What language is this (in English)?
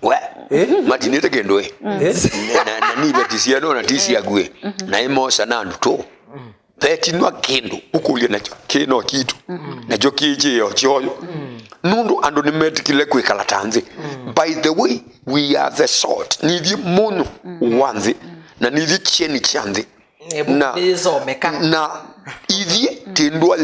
Kamba